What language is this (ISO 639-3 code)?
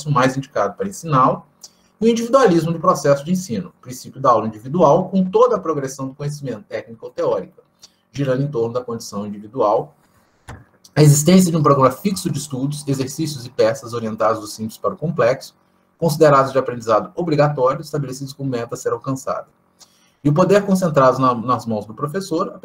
por